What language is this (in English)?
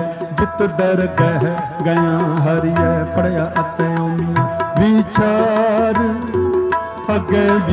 Punjabi